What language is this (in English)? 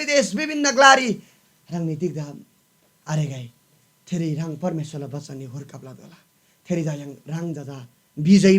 Eastern Tamang